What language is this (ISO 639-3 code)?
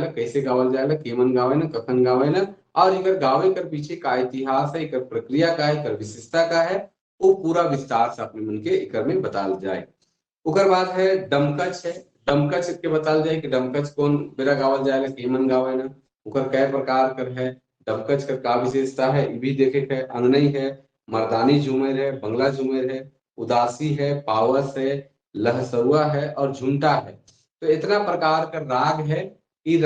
sck